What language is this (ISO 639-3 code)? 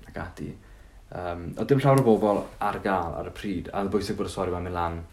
cym